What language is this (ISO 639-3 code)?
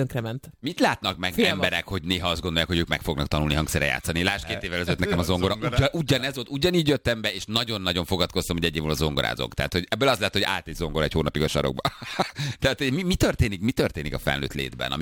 hun